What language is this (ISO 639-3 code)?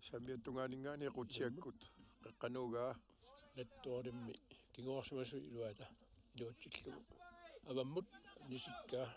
kal